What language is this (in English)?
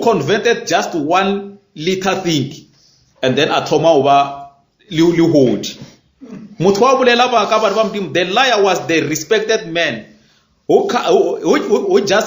Northern Sotho